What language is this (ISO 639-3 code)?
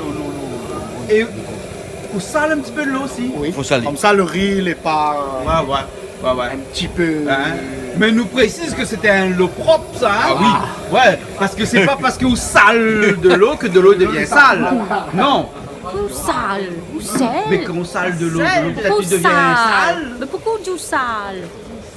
rcf